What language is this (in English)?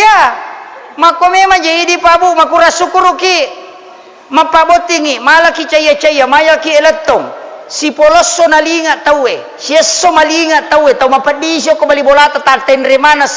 Buginese